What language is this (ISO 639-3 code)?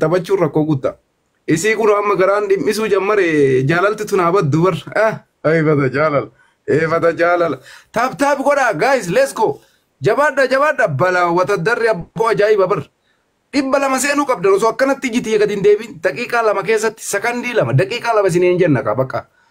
orm